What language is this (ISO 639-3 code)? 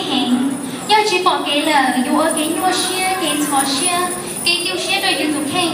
hmn